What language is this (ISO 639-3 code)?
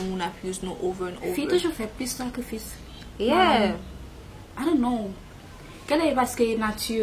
hat